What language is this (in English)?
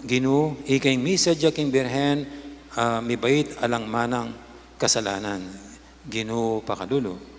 Pampanga